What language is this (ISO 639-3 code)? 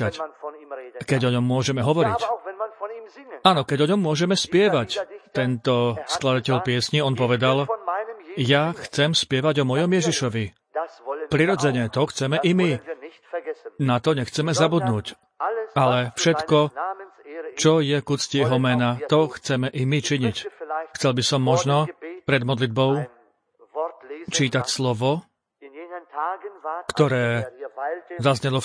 slk